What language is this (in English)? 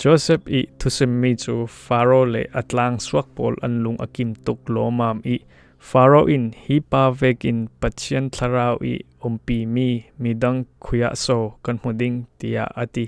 Falam Chin